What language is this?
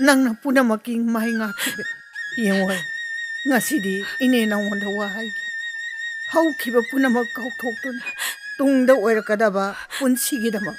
Manipuri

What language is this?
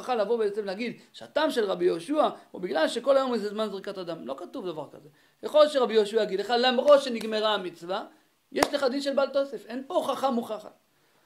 Hebrew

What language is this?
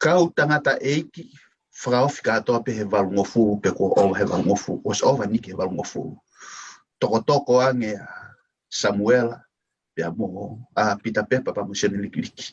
Tongan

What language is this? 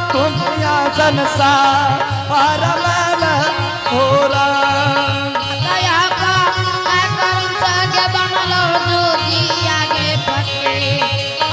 Angika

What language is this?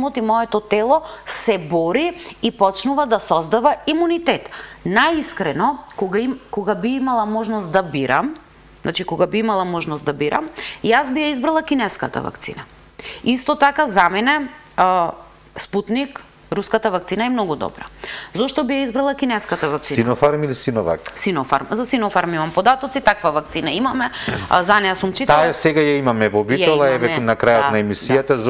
Macedonian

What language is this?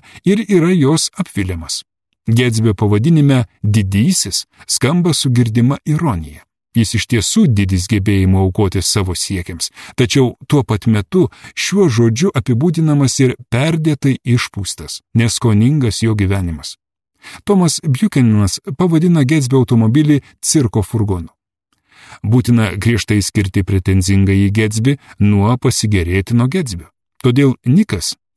Lithuanian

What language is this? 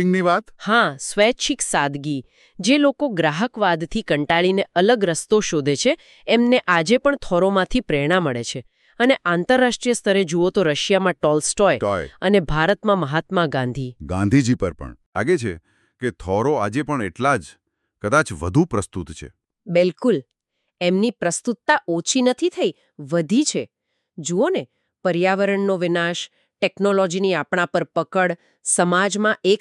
Gujarati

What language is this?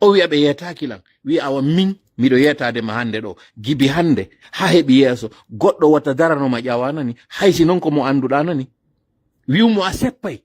Pular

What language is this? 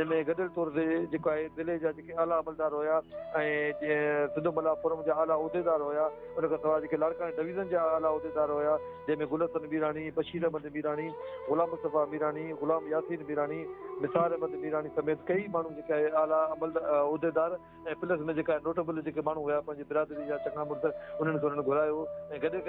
Sindhi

